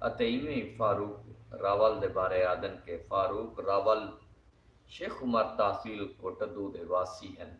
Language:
Saraiki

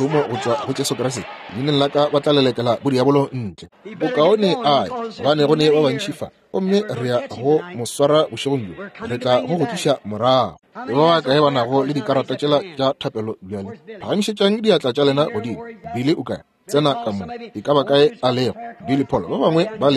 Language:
Northern Sotho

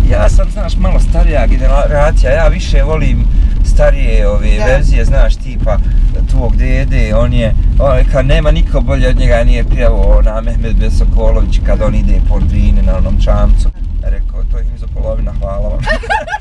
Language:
Bosnian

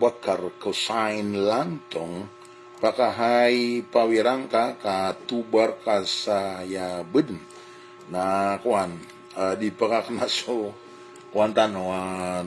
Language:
Maranao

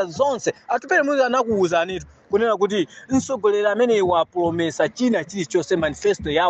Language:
Nyanja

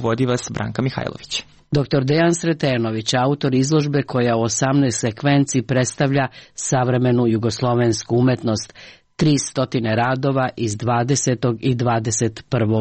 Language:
Serbian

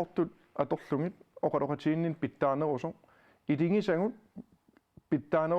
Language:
Kalaallisut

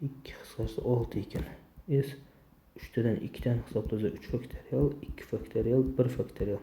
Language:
Uzbek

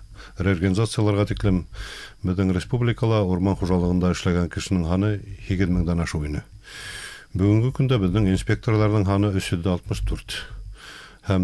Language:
Bashkir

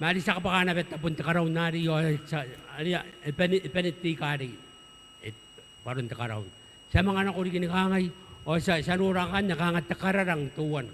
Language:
Gilbertese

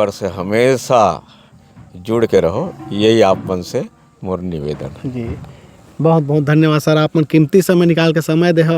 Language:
Chhattisgarhi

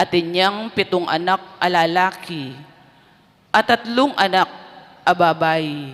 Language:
Pampanga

